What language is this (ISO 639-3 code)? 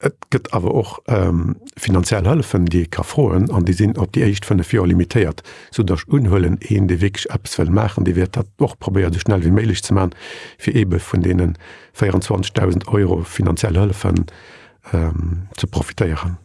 ltz